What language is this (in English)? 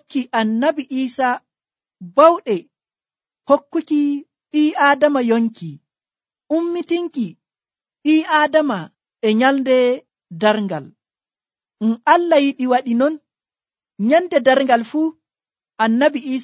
Nigerian Fulfulde